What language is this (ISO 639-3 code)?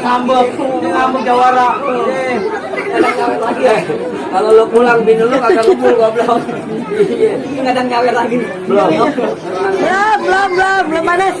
bew